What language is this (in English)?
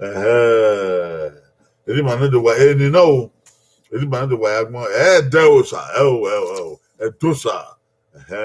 Bini